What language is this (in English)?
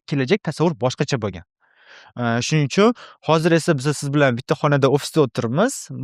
Uzbek